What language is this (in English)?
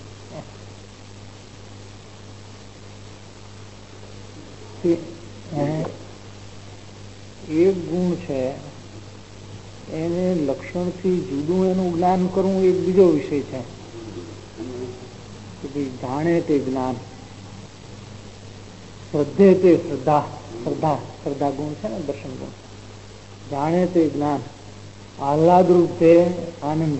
Gujarati